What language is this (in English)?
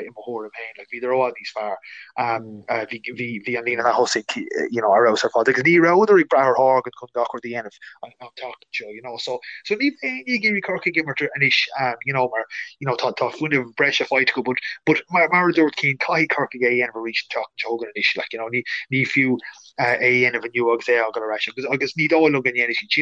Irish